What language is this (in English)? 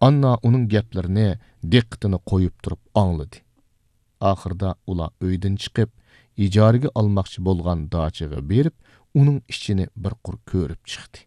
Uyghur